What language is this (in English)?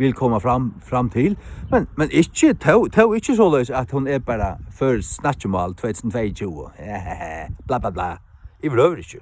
Faroese